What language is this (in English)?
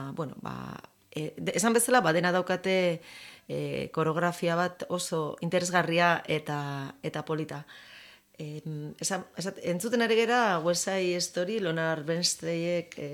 Basque